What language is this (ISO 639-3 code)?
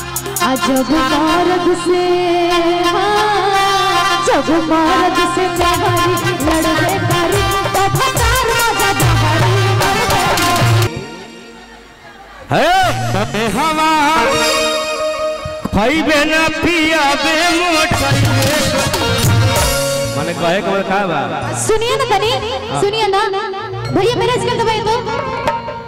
bho